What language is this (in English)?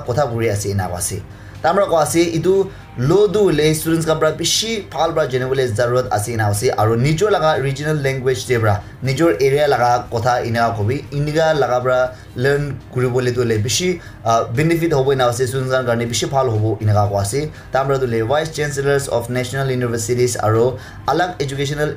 Naga Pidgin